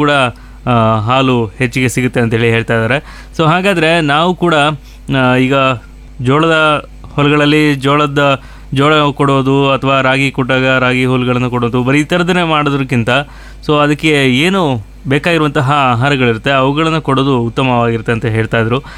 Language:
Kannada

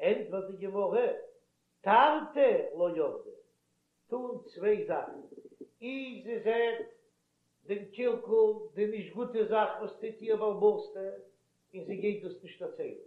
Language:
Yiddish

